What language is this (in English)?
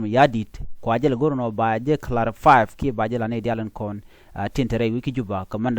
Nuer